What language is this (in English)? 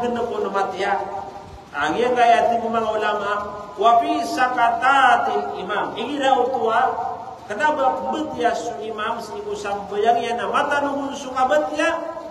Maranao